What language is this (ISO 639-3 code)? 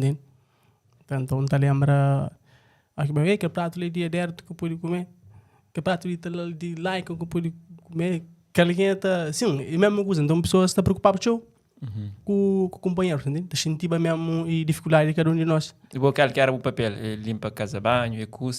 kea